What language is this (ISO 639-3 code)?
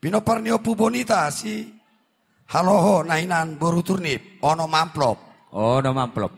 bbc